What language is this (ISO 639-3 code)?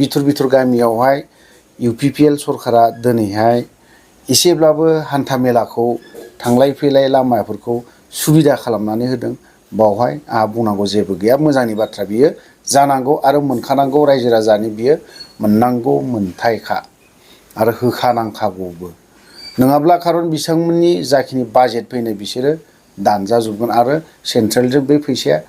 brx